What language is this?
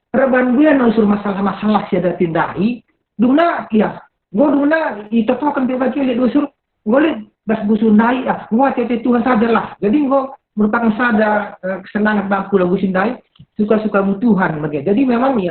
Batak Karo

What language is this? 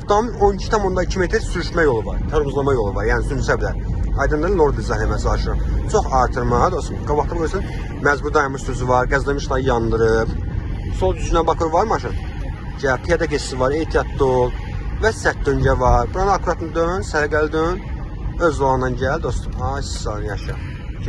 Azerbaijani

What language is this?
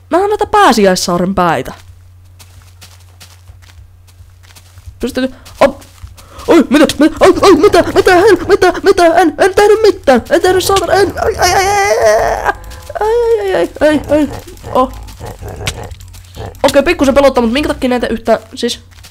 Finnish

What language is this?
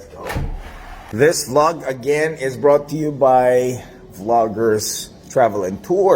Hiligaynon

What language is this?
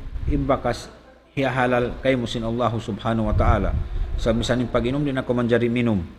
Tausug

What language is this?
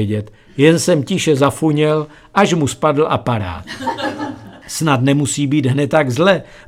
Czech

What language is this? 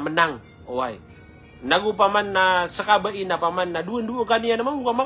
Maranao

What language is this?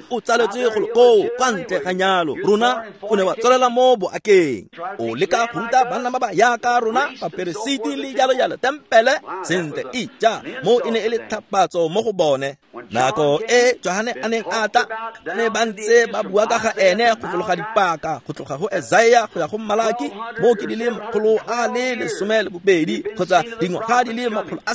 Tswana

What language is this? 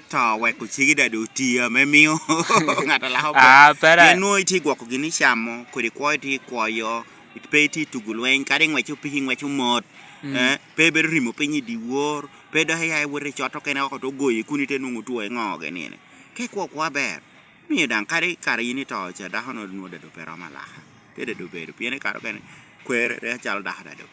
Lango (Uganda)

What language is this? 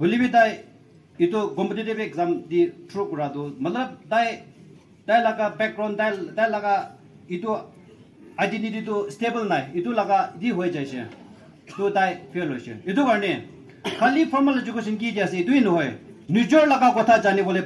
Naga Pidgin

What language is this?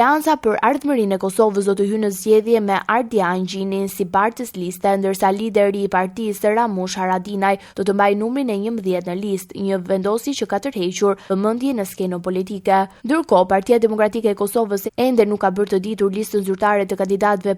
Albanian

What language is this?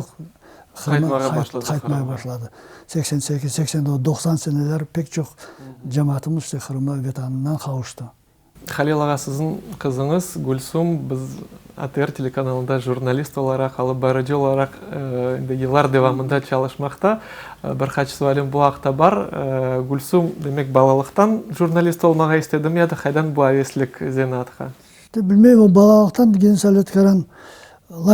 Crimean Tatar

